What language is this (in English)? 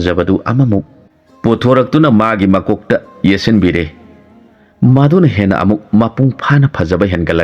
Manipuri